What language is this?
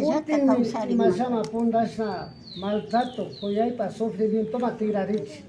Imbabura Highland Quichua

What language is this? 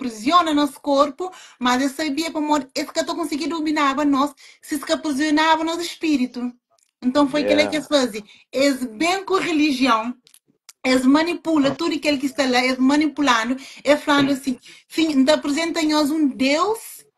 Kabuverdianu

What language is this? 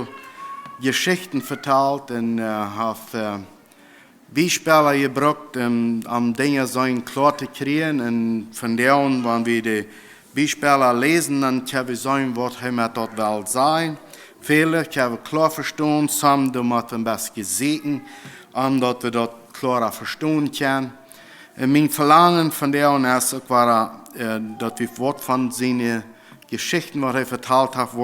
Plautdietsch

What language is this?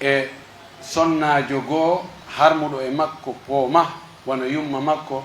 Pular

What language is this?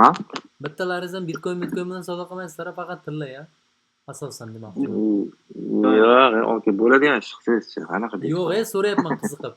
Uzbek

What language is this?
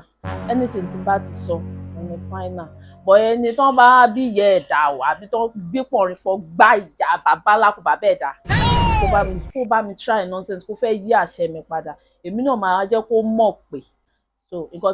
Yoruba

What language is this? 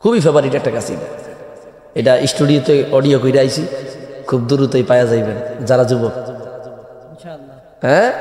Sylheti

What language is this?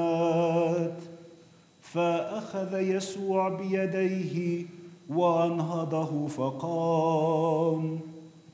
Arabic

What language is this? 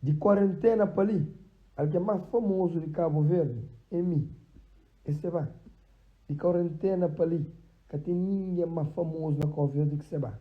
Kabuverdianu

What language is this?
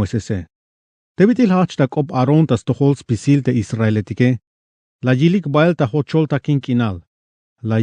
Tzeltal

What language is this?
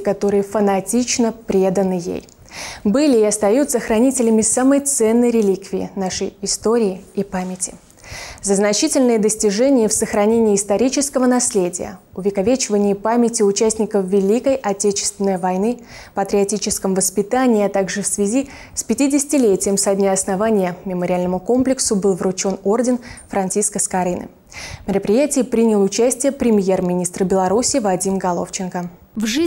Russian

